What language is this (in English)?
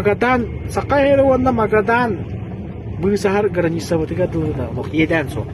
Yakut